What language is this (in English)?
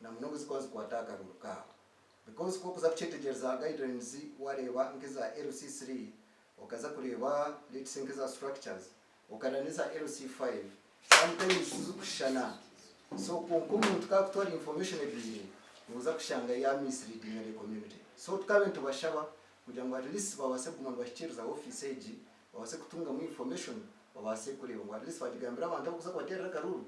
Nyankole